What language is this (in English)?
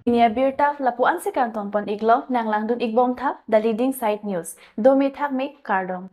Karbi